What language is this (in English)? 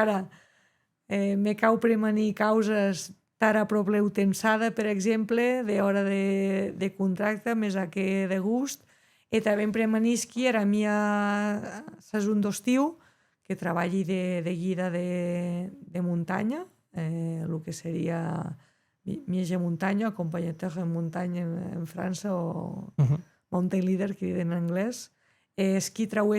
Occitan